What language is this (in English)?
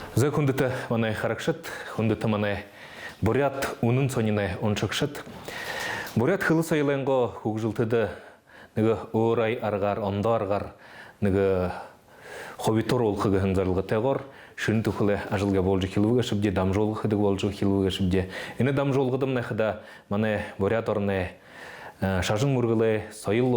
Buriat